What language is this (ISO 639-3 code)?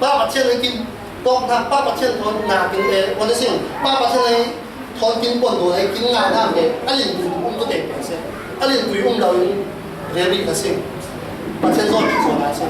cfm